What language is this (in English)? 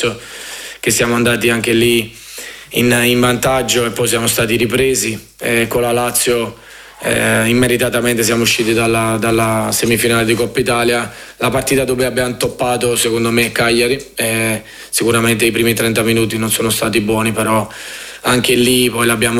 Italian